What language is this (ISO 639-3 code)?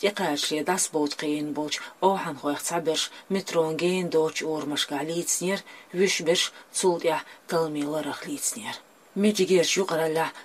che